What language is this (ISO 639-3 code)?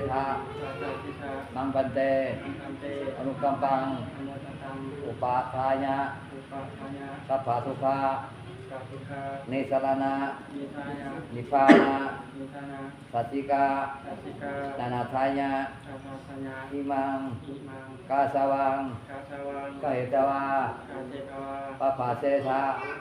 pli